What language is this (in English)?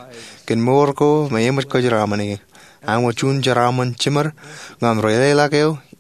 Marshallese